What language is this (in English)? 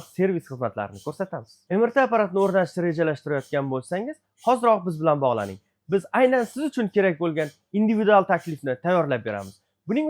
Uzbek